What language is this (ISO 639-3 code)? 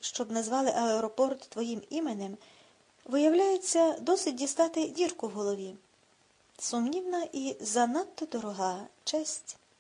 ukr